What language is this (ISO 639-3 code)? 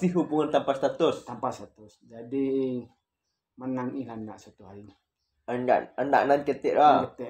min